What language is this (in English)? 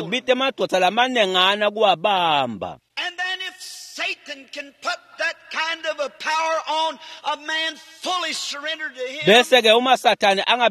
Swati